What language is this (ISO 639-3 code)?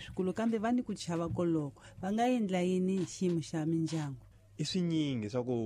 tso